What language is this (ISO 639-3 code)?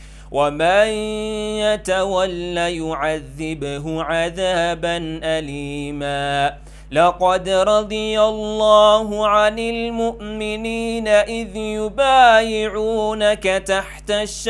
ara